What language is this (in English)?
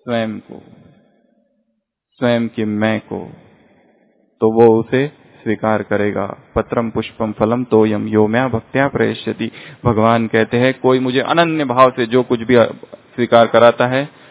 Hindi